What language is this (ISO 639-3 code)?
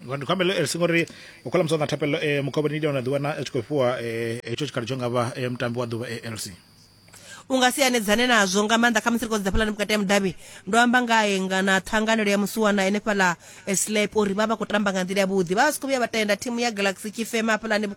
ven